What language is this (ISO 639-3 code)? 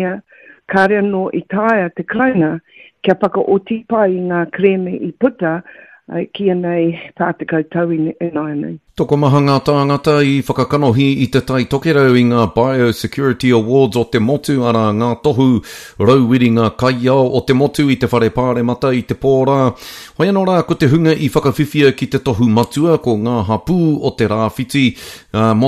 mri